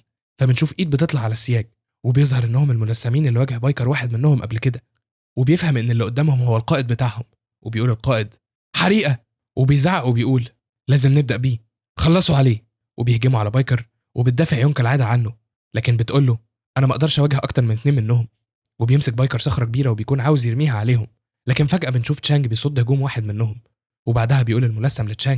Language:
Egyptian Arabic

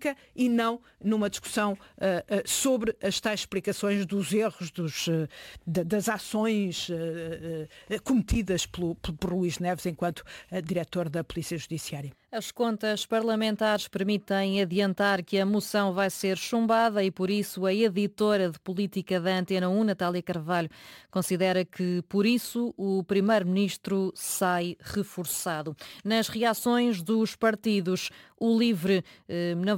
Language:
Portuguese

